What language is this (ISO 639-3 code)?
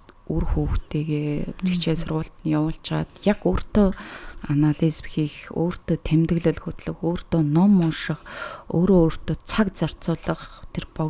mon